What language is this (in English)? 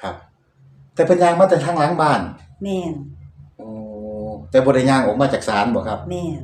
Northeastern Thai